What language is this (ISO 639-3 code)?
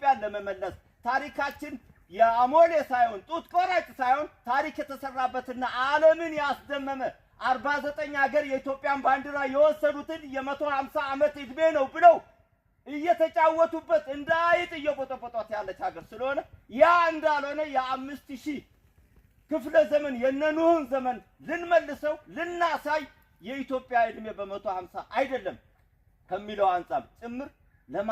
amh